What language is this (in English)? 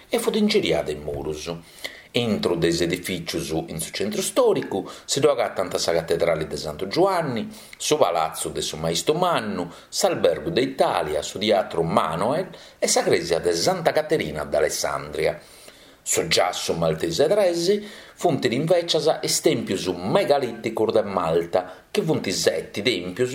Sardinian